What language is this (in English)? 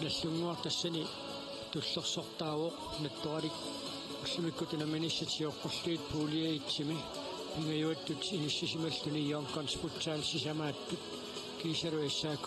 Kalaallisut